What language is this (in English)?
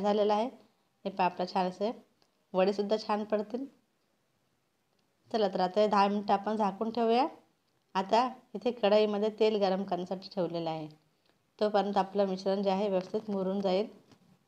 Marathi